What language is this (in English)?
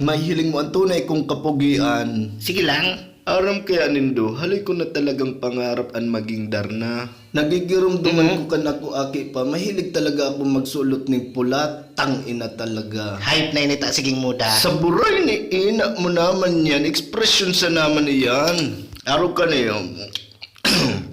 Bikol